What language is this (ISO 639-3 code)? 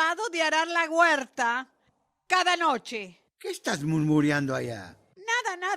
lad